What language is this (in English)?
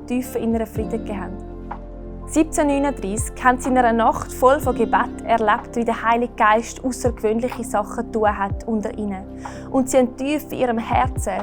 Swiss German